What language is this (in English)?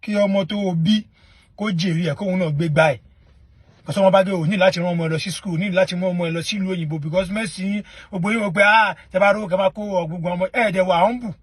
Yoruba